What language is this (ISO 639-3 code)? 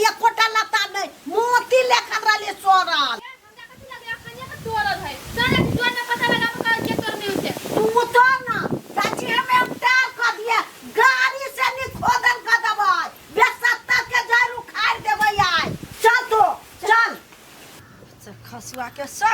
mai